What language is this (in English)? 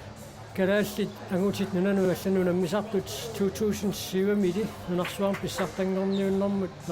Kalaallisut